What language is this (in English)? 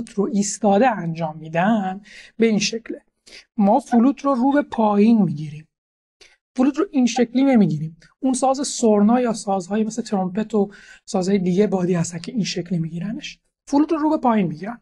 Persian